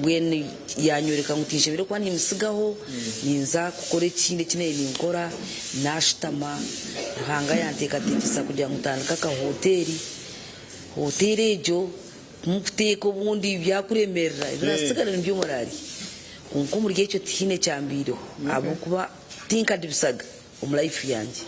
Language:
Nyankole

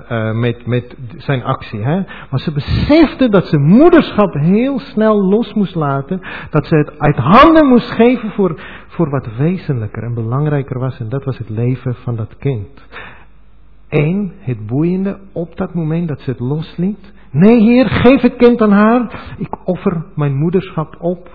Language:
Dutch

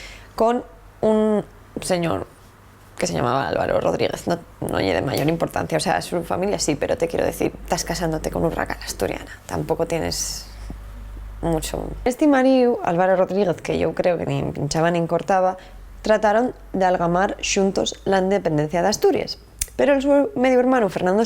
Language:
Asturian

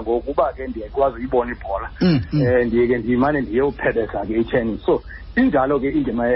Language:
Xhosa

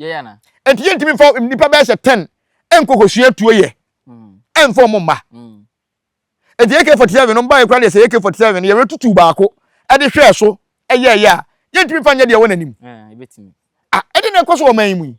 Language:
Akan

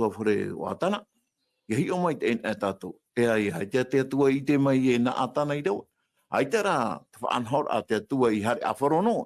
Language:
Tahitian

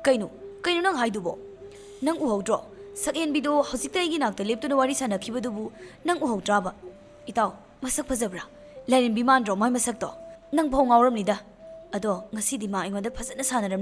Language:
Manipuri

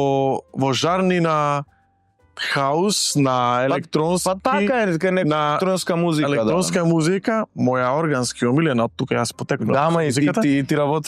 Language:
Macedonian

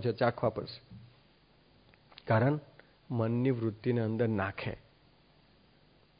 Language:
Gujarati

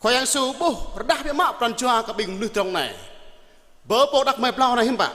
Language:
Jarai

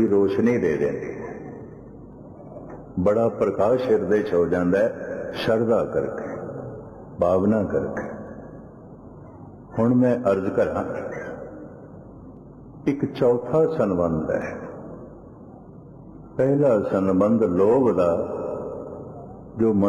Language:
Punjabi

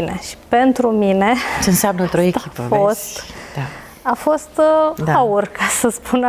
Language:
Romanian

